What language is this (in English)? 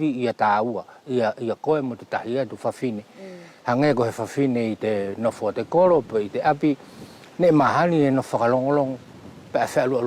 Wallisian